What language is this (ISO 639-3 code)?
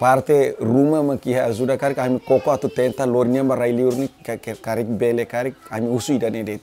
tet